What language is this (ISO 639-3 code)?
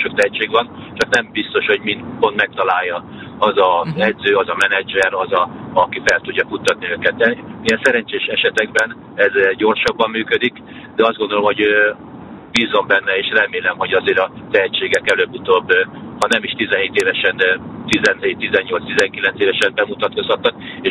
hun